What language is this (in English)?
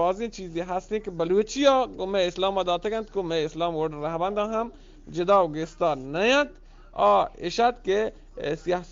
Eastern Balochi